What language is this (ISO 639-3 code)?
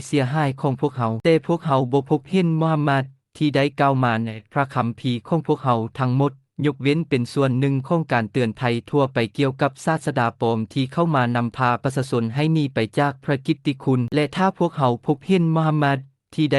lao